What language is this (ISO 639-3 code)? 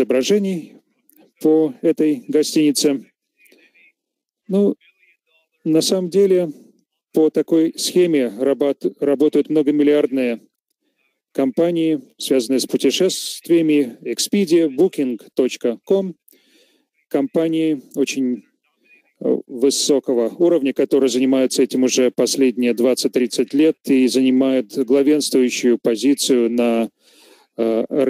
rus